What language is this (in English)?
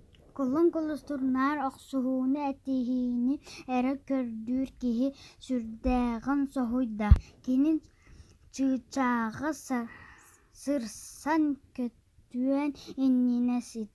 Yakut